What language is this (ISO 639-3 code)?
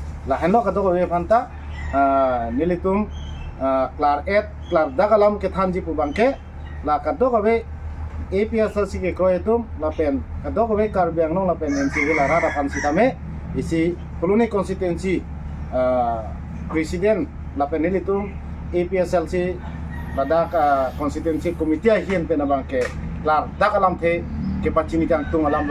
mjw